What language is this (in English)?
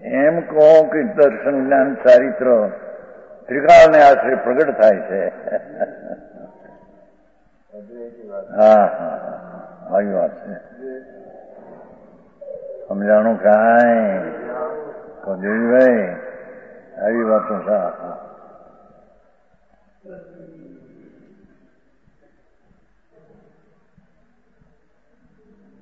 Gujarati